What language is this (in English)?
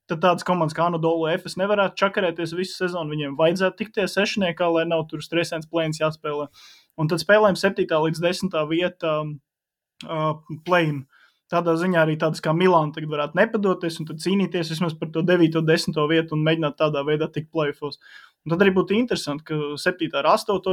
Latvian